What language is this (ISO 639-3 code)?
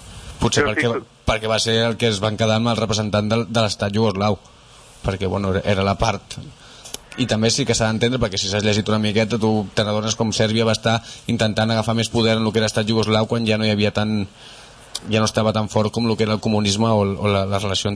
cat